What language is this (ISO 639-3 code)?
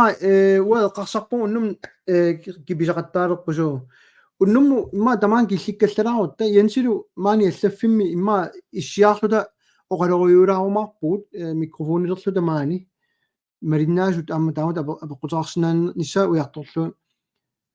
kal